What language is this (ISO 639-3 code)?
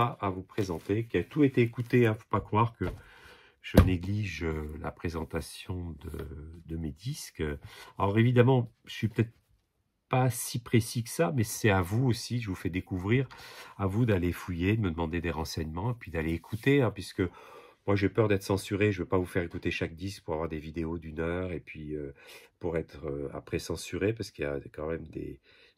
fra